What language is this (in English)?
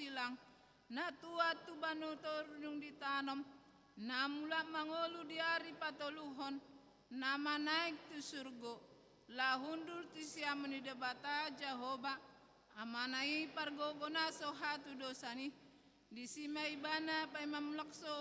Batak Toba